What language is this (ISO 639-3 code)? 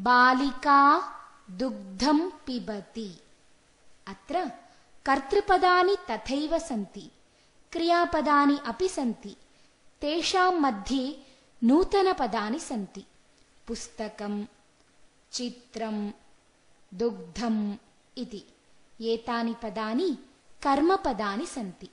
san